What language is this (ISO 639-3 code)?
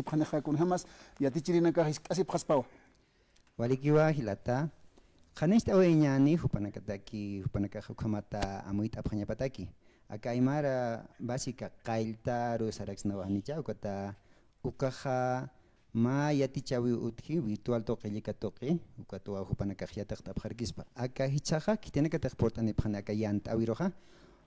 aym